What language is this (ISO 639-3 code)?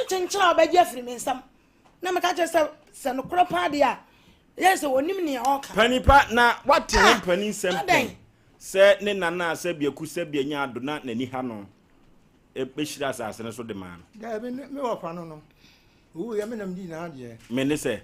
aka